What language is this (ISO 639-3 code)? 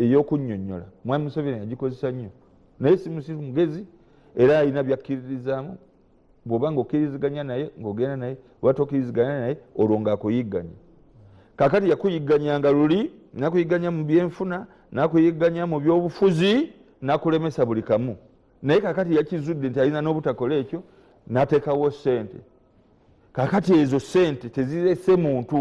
lug